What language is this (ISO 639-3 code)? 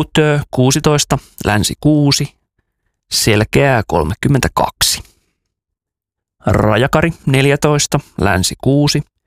fin